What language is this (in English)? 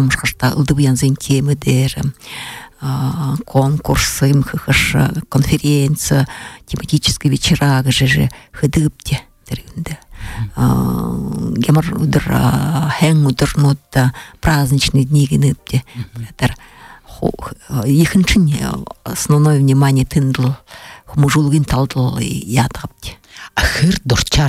Buriat